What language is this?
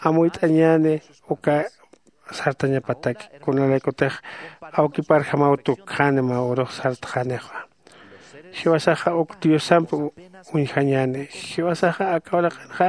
Aymara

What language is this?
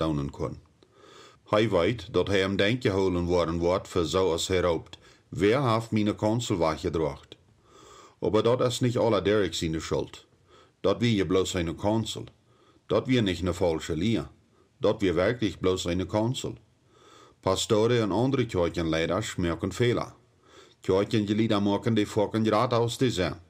Plautdietsch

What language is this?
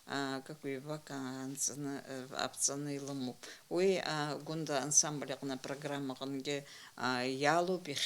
Abkhazian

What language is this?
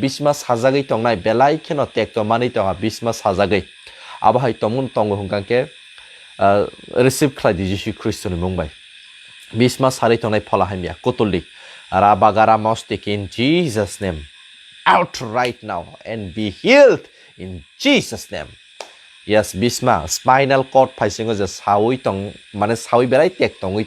Kok Borok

